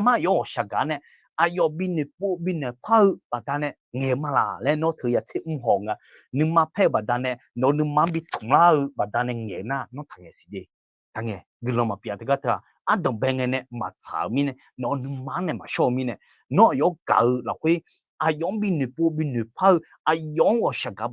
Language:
Akha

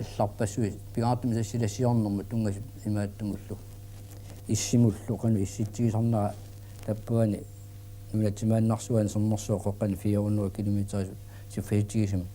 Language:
Kalaallisut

